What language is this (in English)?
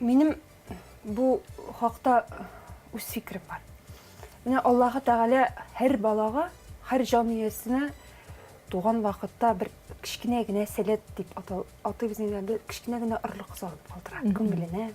Tatar